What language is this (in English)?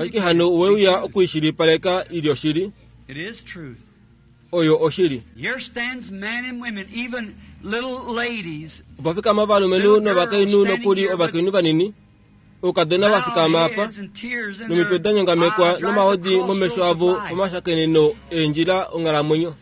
Kuanyama